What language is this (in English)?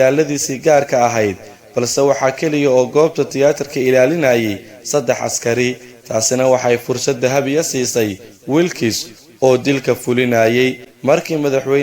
Somali